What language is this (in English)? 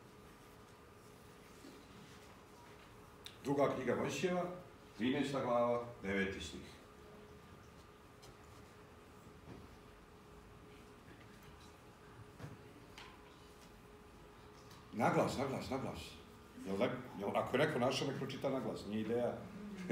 Serbian